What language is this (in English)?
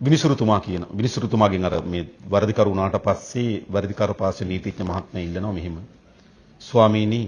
Sinhala